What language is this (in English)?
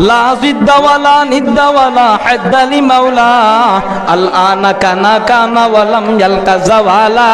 Sylheti